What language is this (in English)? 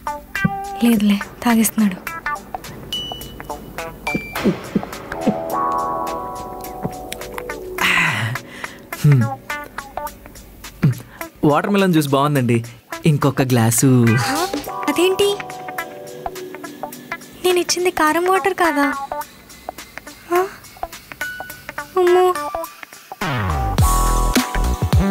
Telugu